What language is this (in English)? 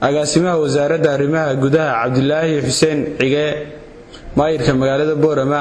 Somali